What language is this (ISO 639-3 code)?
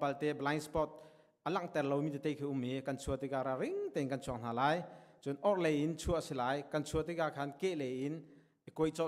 cnh